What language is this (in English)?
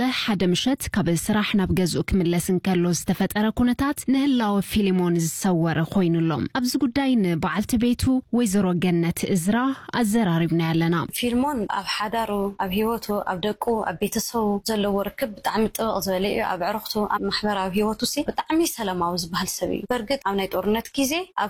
Tigrinya